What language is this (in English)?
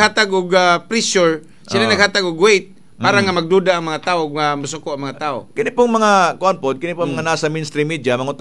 Cebuano